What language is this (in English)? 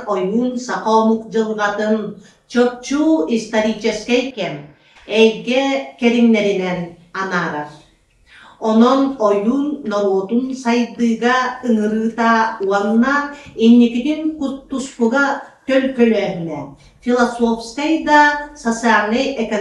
Yakut